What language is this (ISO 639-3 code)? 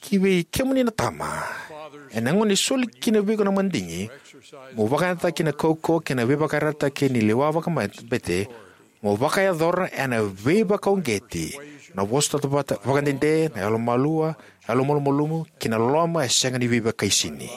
fij